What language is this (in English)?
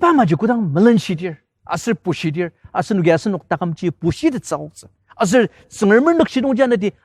Ao Naga